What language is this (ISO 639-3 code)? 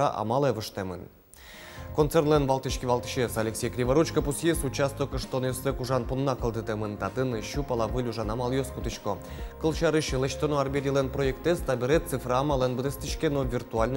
udm